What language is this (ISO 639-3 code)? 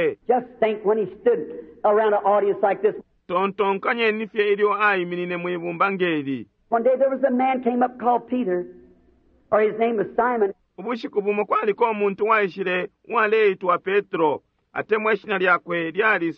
bem